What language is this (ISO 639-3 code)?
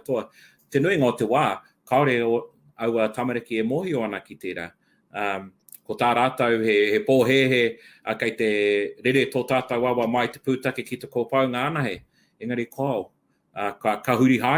mri